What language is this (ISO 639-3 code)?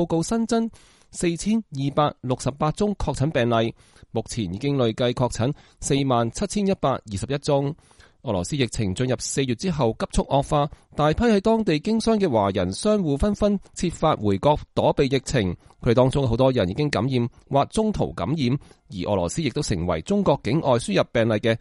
yue